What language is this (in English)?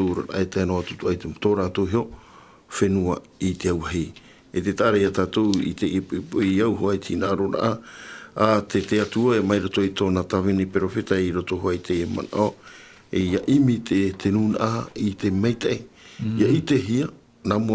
Tahitian